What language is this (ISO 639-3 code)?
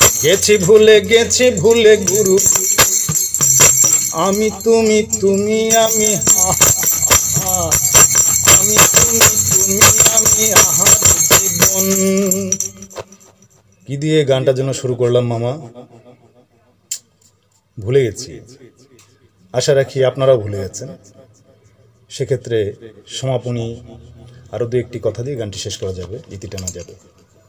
ben